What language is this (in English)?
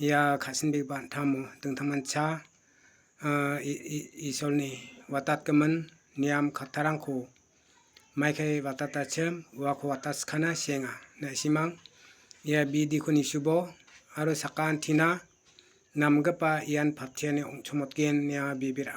Garo